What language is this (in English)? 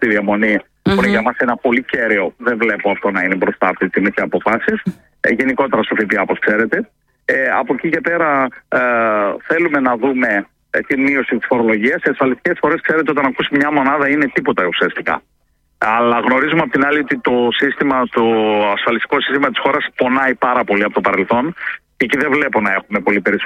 Greek